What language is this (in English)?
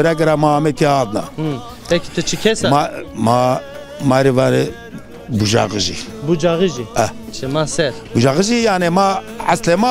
Zaza